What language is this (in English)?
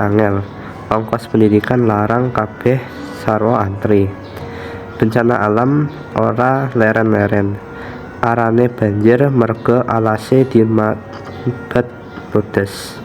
Javanese